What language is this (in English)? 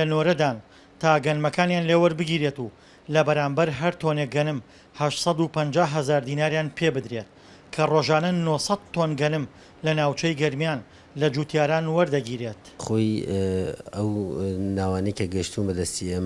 Central Kurdish